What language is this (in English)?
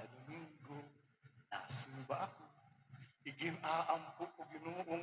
Waray